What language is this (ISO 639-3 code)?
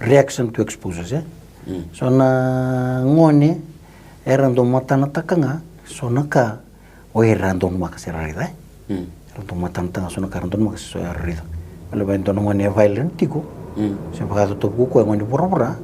fij